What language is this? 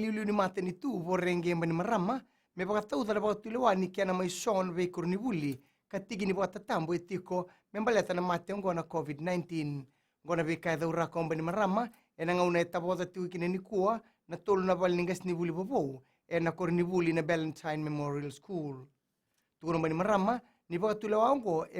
Fijian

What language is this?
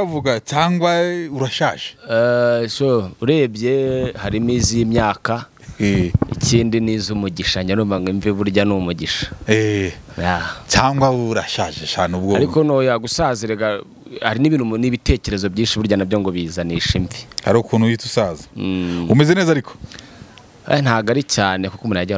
Kinyarwanda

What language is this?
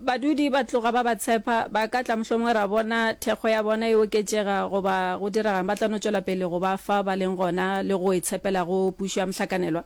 Northern Sotho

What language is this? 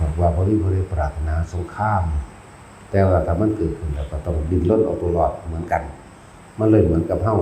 Northeastern Thai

